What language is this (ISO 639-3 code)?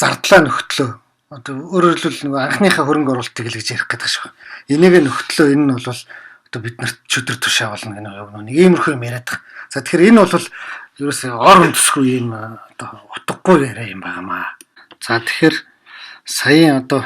mon